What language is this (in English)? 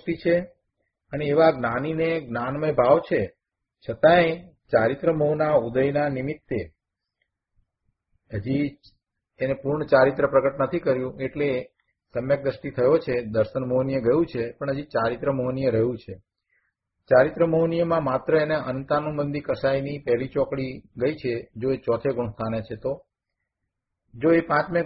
Gujarati